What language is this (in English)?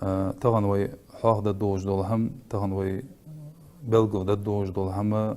Ingush